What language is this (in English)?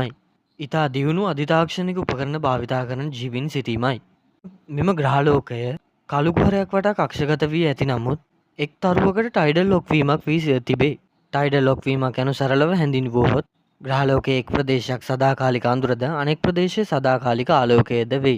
Sinhala